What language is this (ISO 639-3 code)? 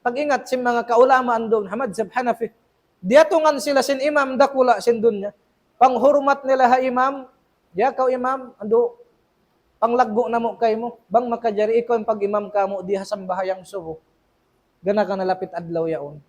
tsg